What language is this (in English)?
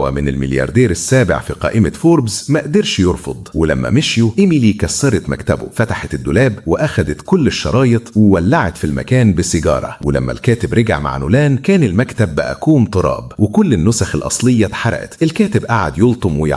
Egyptian Arabic